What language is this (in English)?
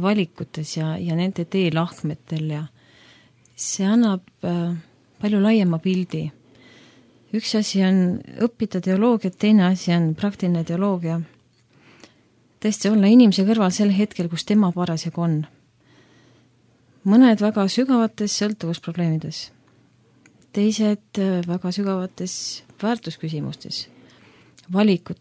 Estonian